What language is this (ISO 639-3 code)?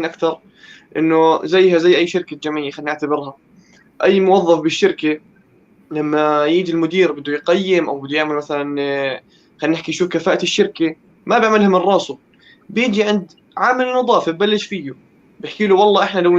apc